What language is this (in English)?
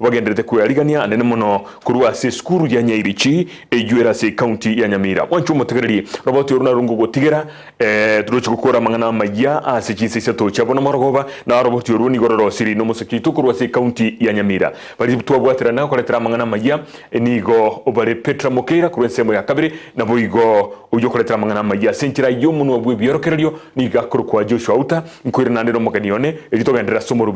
Gusii